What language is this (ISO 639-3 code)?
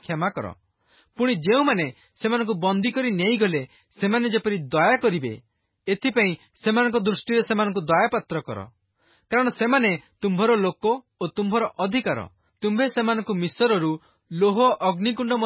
ori